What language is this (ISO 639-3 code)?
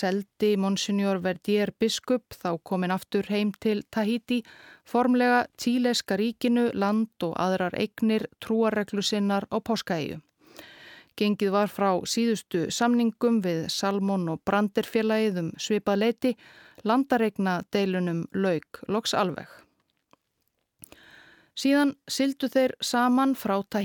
isl